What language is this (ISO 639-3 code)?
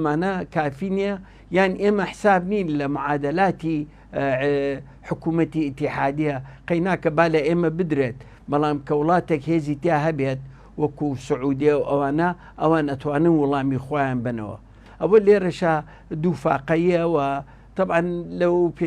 ckb